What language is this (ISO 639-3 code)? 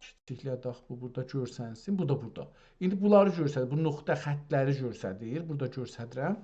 azb